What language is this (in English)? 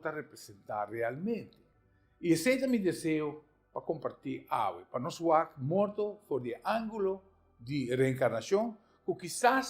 Papiamento